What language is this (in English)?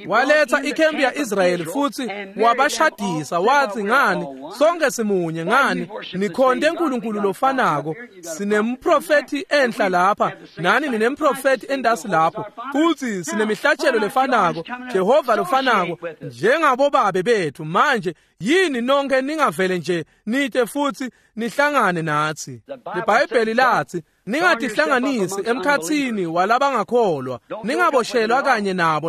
Swati